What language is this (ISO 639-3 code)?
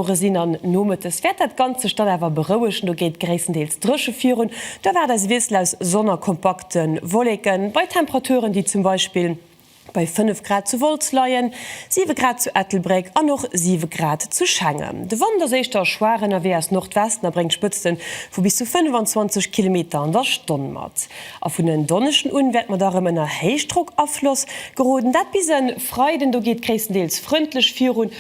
ltz